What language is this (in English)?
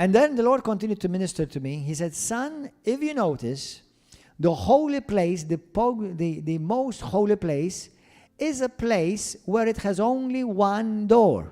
English